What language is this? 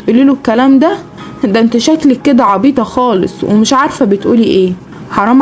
Egyptian Arabic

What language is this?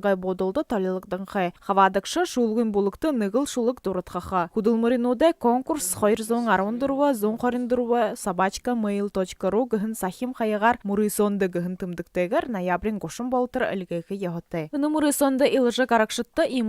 Buriat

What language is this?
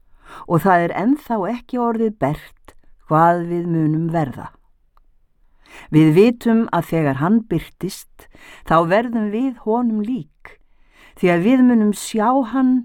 Icelandic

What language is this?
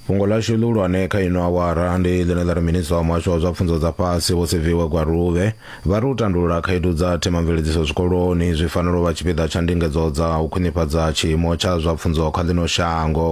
Venda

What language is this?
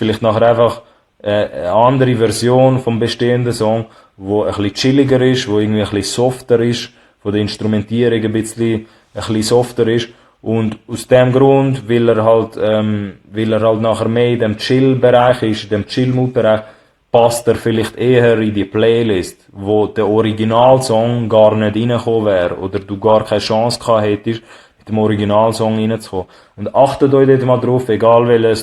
Swiss German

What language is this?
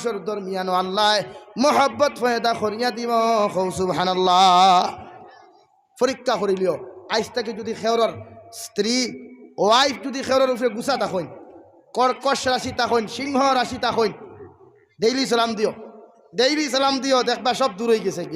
Sylheti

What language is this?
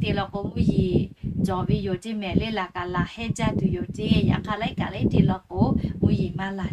Lahu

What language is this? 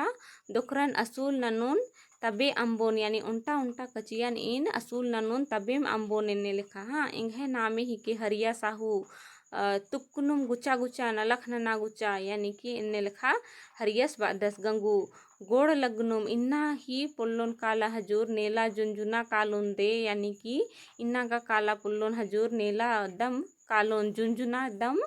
Kurukh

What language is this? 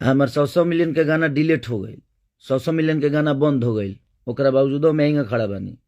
Bhojpuri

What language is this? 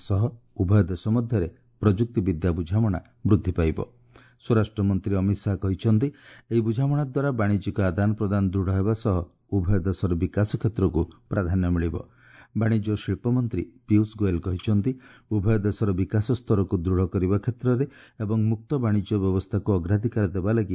Odia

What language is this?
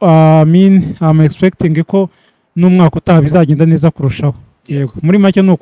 Kinyarwanda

